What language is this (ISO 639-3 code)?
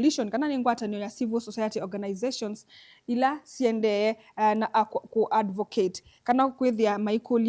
kam